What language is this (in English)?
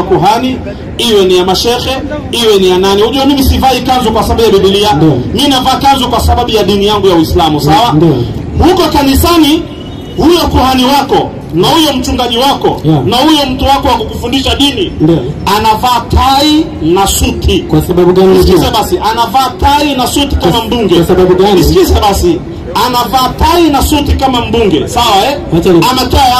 Swahili